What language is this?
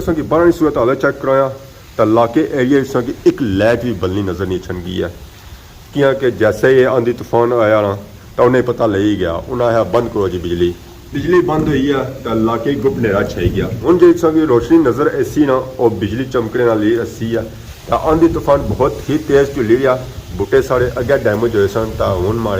Pahari-Potwari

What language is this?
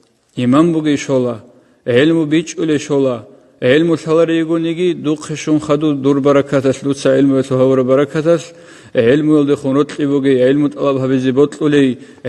Avaric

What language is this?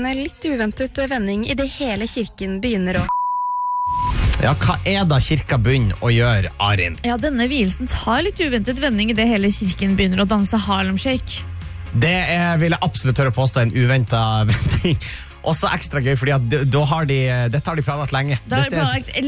Norwegian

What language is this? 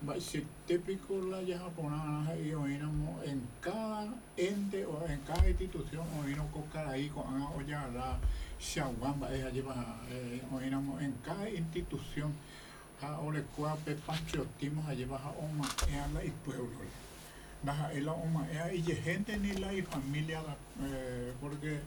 Guarani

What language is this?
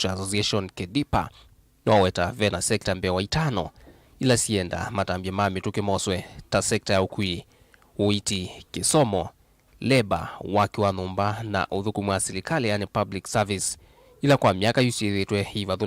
Kamba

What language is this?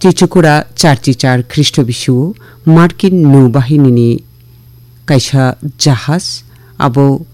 Kok Borok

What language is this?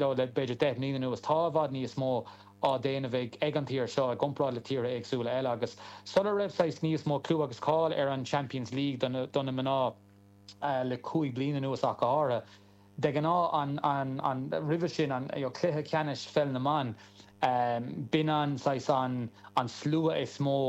Irish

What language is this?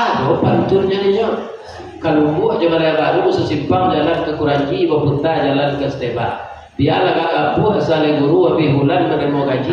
Minangkabau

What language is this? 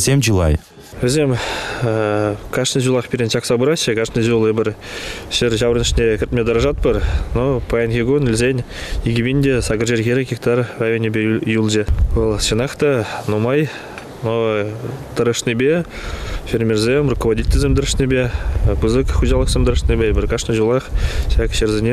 Chuvash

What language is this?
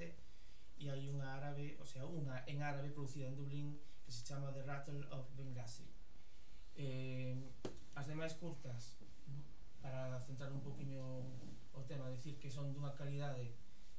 Galician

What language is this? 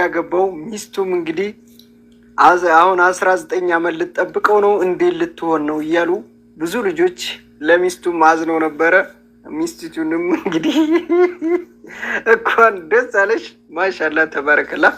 Amharic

